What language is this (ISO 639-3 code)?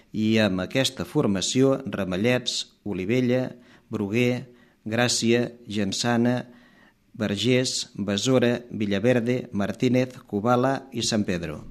cat